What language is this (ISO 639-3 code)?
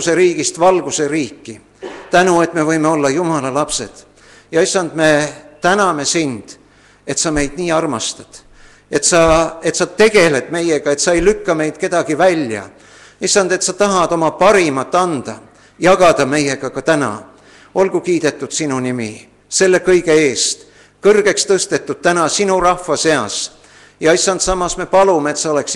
est